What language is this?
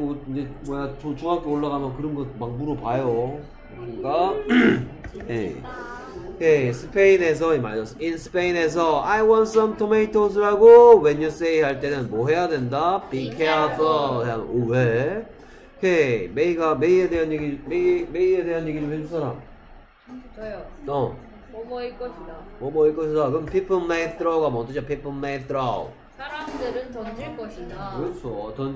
Korean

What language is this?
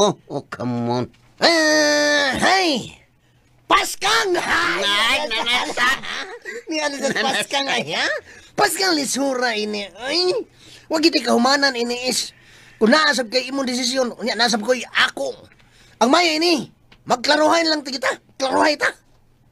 Cebuano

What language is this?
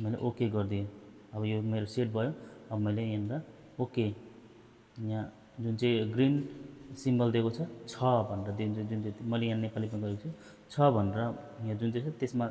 Nepali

